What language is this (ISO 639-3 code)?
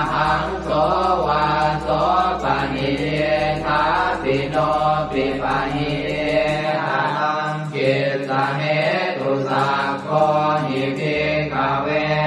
pli